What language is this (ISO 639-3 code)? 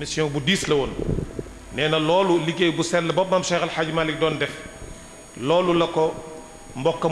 wol